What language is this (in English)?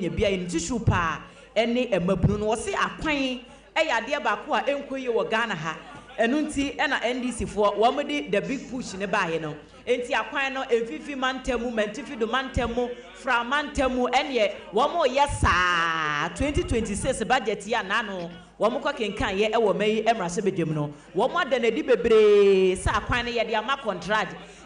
Akan